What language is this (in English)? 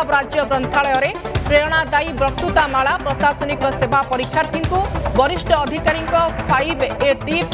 Odia